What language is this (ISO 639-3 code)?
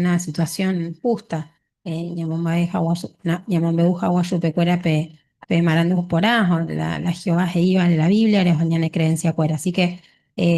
grn